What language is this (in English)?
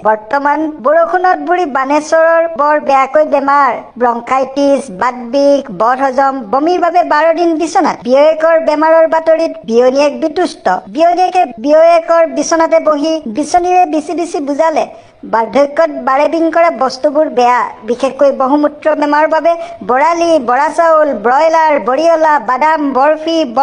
Assamese